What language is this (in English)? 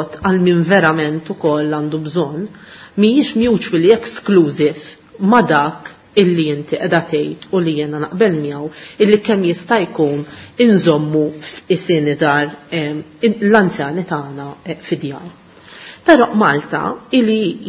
Maltese